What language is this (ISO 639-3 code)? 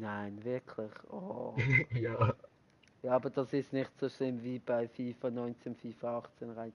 gsw